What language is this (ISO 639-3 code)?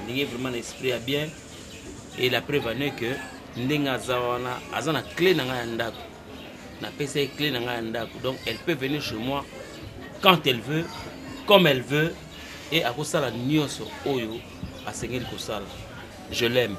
lin